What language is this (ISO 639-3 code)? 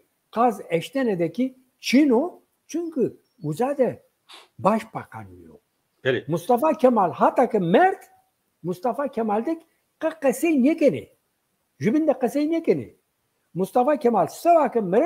zza